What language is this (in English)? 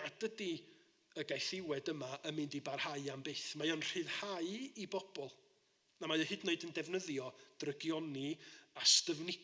Welsh